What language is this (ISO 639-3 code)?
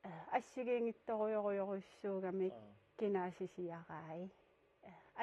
kal